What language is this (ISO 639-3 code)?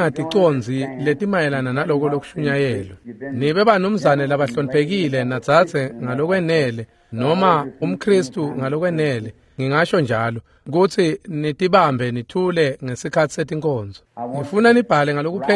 ssw